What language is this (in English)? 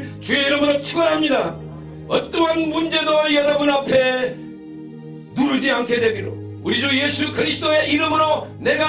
Korean